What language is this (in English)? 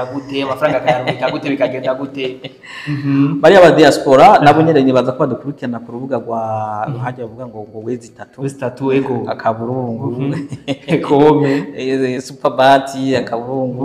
Rundi